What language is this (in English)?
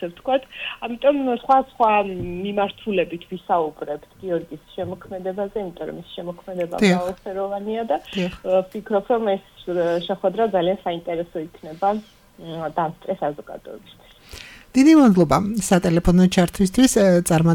Georgian